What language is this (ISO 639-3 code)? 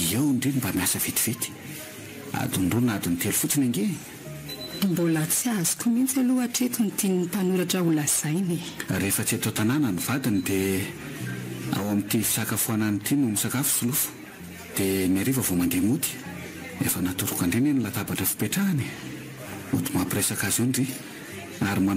mlg